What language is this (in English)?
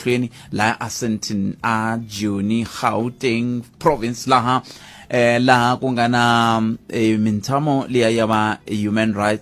Tsonga